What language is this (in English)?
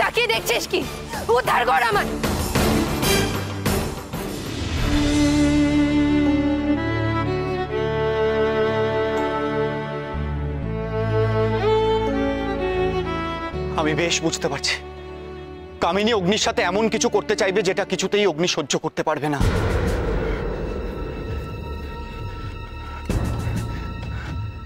Bangla